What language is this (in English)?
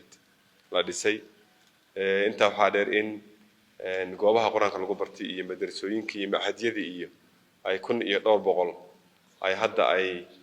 Somali